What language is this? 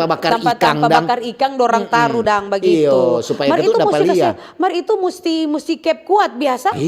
Manado Malay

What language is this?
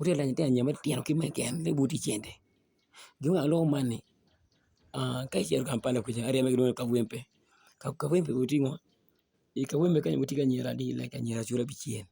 Acoli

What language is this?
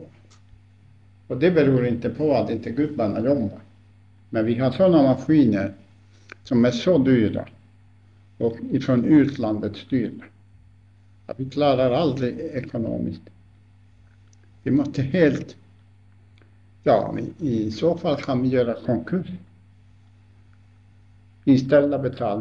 Swedish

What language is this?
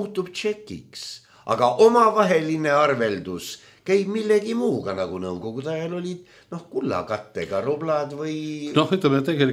Estonian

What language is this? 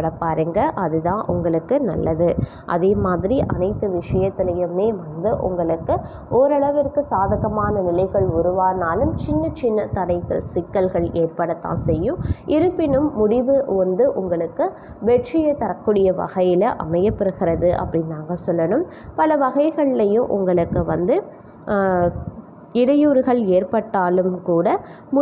Tamil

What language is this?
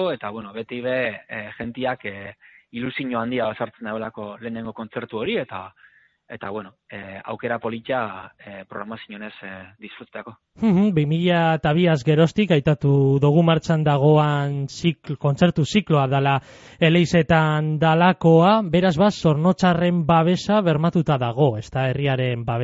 Basque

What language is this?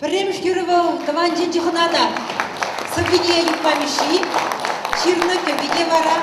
Chuvash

